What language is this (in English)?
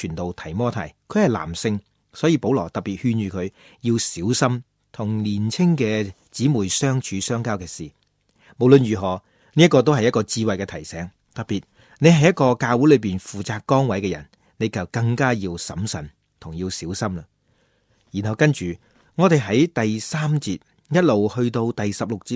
Cantonese